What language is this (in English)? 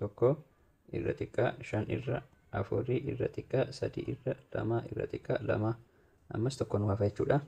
Oromo